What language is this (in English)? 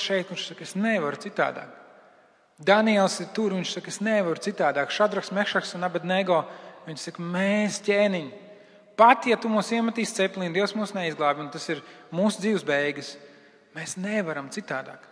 Latvian